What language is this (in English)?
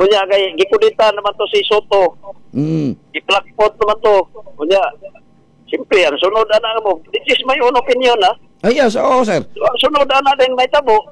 Cebuano